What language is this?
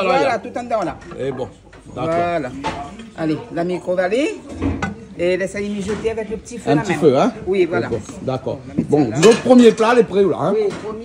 Réunion Creole French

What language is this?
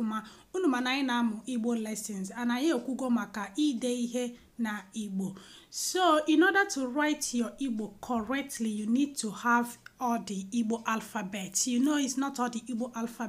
Igbo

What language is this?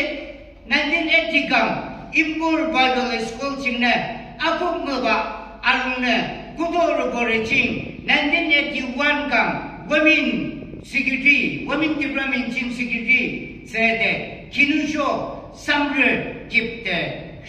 Yimchungru Naga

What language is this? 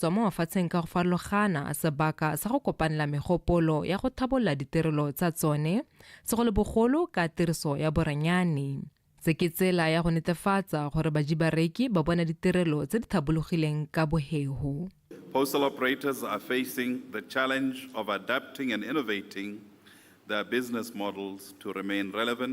Tswana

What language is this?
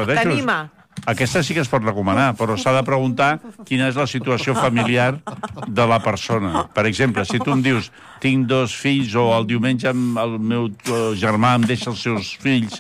Catalan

